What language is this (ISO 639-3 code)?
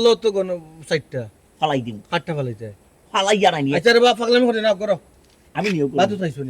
syl